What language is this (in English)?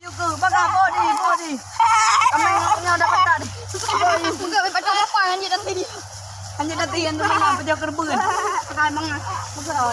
Achinese